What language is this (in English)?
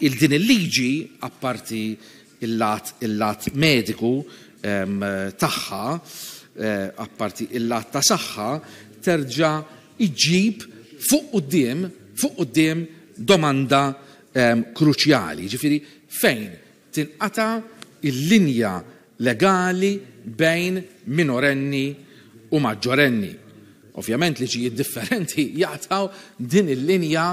Maltese